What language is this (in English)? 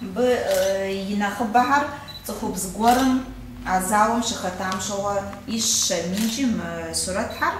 Kabardian